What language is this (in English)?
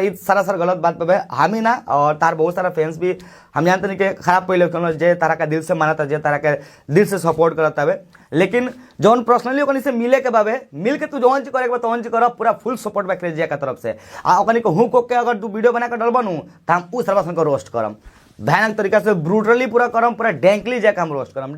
Bhojpuri